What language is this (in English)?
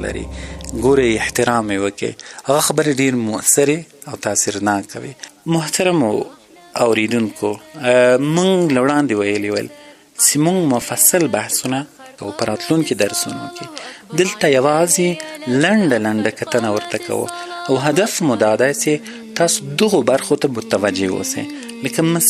Pashto